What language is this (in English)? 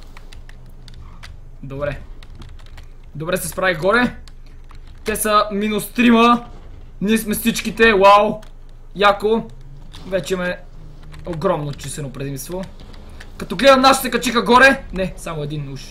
Bulgarian